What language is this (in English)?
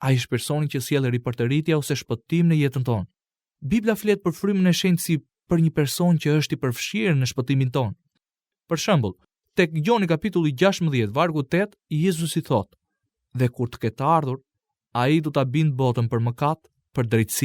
Albanian